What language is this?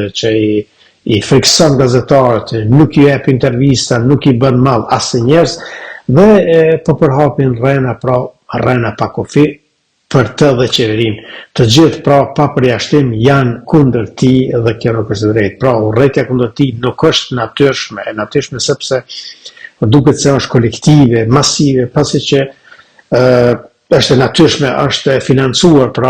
Albanian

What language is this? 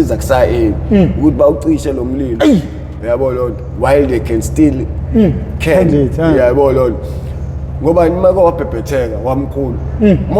Zulu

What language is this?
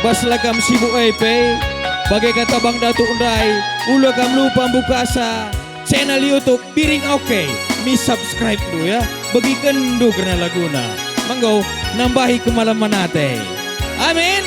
Batak Karo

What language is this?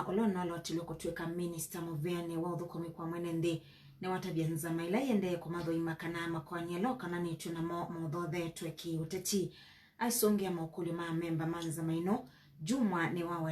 Kamba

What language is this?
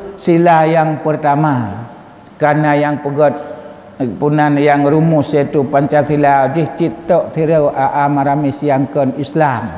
Achinese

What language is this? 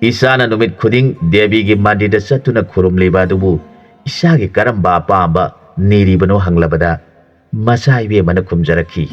Manipuri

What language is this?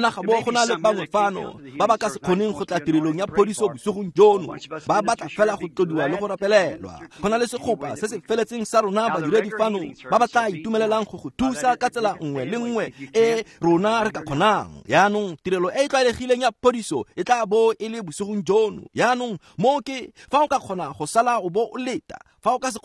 Tswana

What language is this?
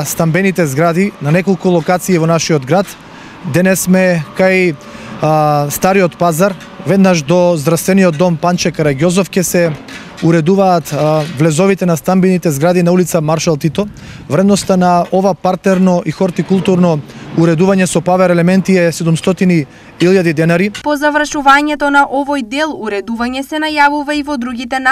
Macedonian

